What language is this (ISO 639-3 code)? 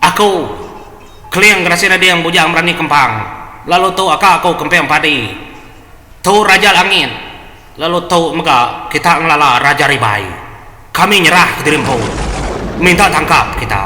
iba